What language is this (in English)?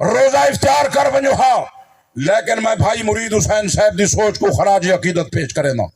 Saraiki